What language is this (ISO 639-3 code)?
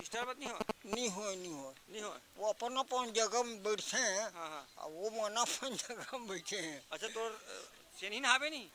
hne